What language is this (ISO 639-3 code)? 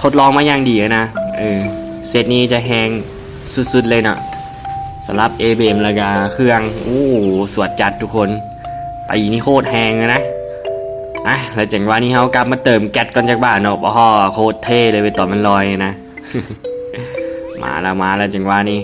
lao